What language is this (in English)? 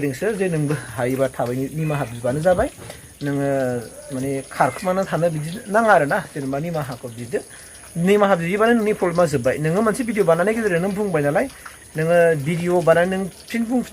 Bodo